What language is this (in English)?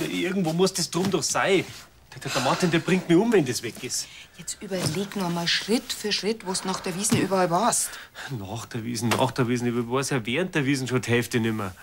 Bavarian